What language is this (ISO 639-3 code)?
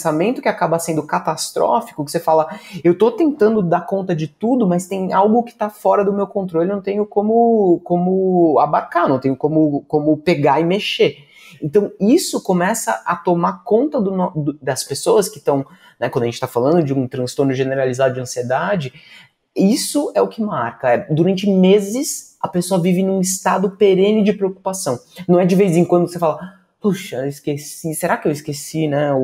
por